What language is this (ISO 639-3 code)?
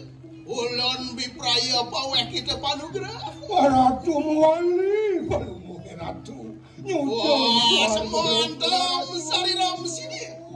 ban